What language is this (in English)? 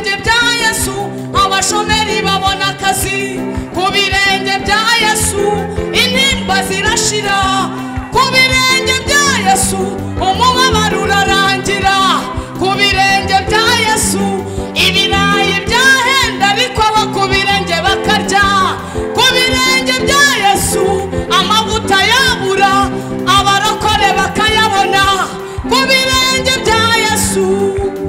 Kinyarwanda